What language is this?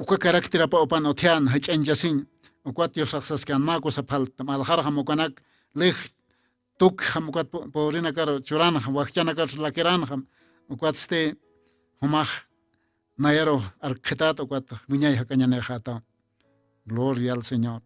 Aymara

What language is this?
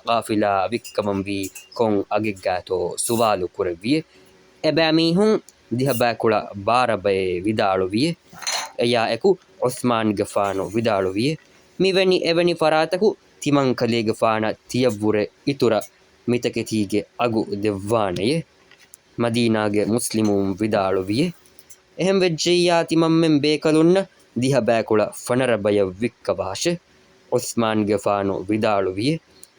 Divehi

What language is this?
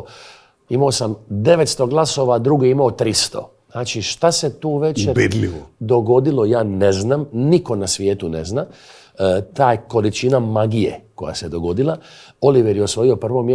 Macedonian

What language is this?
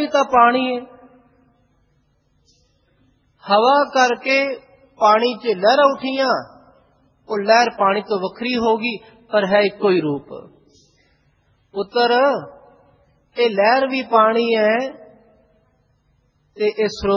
Punjabi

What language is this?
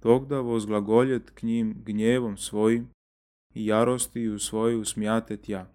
Church Slavic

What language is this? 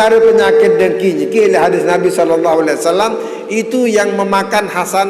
Sasak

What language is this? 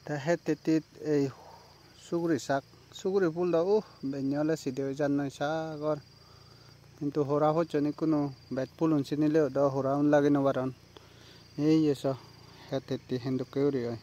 Chakma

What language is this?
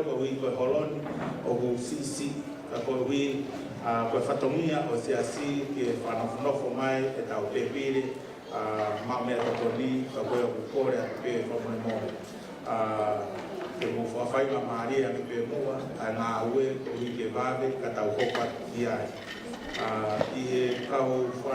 Tongan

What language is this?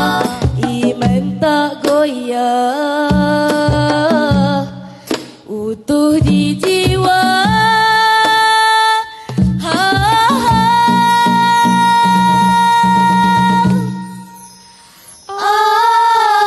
Malay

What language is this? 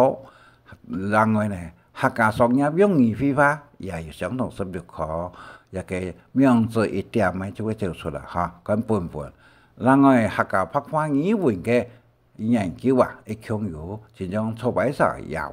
Hakka Chinese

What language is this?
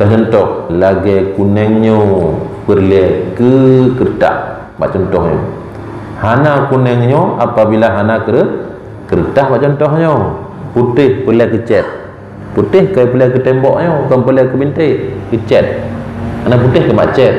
Achinese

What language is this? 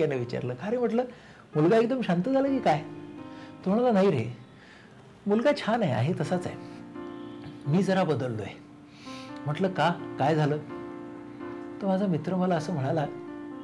Marathi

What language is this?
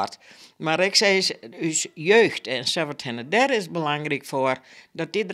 Western Frisian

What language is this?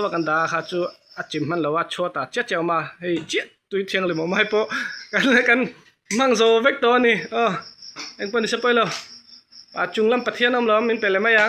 Mizo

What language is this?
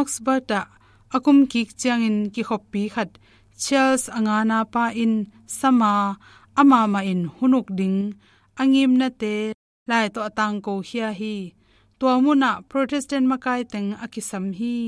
Tedim Chin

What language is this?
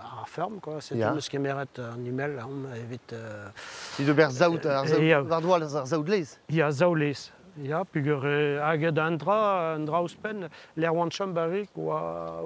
Breton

